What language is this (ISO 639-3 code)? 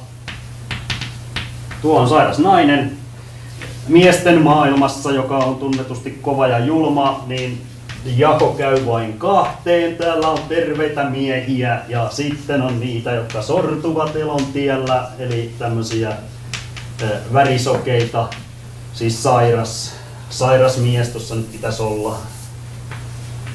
fin